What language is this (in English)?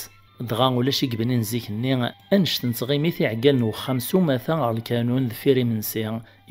Kabyle